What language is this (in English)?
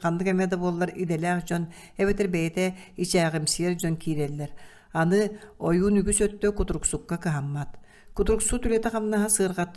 Yakut